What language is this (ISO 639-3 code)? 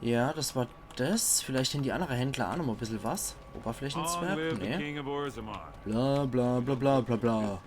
pfl